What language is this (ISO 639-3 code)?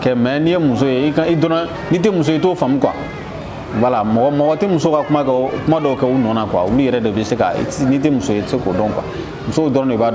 bam